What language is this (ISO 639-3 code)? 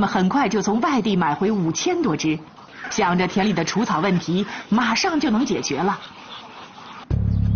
zho